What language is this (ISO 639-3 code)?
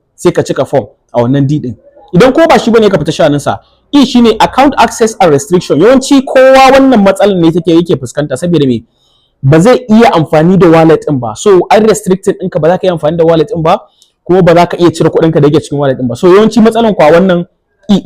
hau